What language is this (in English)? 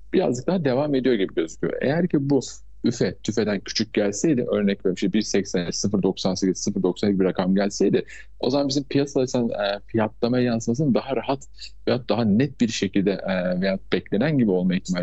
Turkish